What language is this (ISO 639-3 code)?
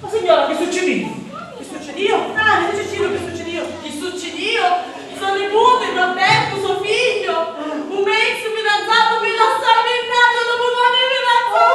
scn